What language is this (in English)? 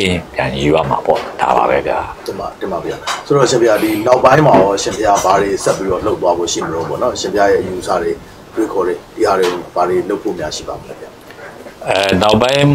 Burmese